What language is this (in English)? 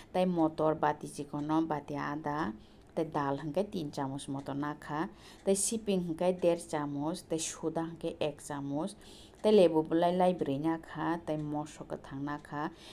Kok Borok